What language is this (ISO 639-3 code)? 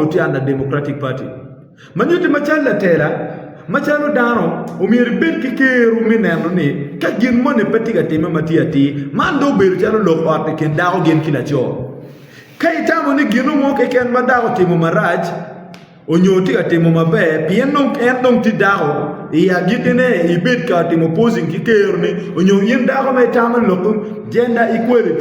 ach